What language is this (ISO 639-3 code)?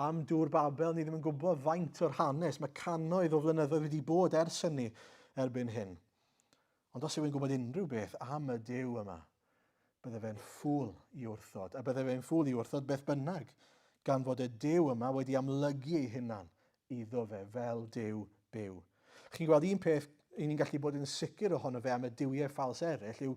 cym